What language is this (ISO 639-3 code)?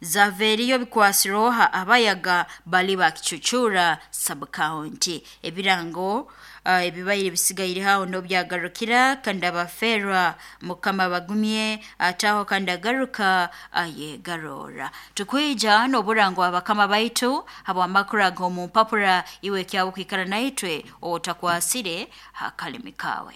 nyo